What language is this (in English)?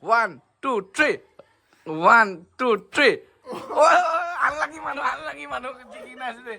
Naga Pidgin